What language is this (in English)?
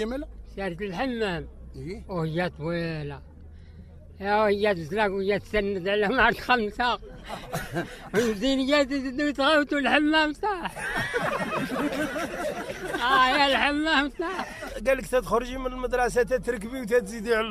Moroccan Arabic